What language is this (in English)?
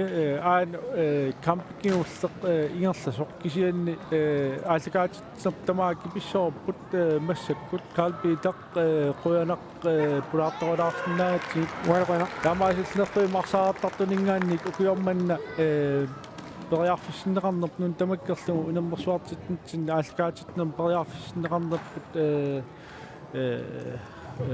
Kalaallisut